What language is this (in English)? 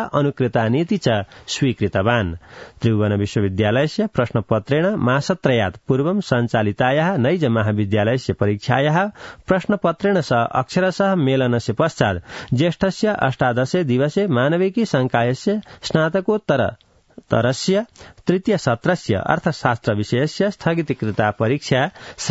Sanskrit